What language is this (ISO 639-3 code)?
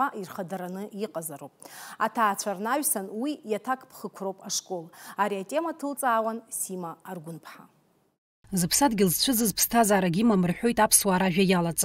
abk